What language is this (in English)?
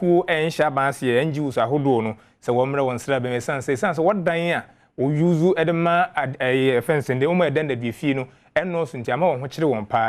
Akan